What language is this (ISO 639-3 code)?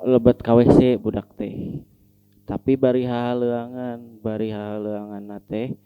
sun